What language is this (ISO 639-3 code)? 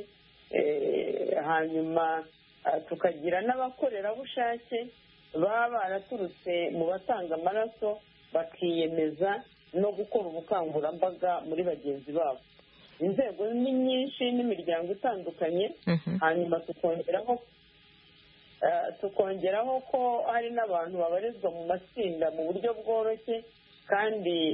kin